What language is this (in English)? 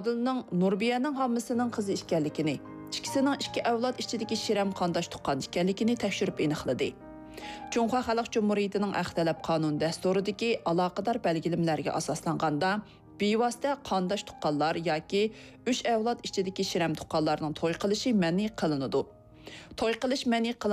Uyghur